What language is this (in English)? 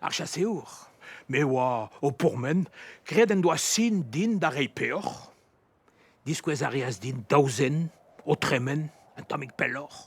Breton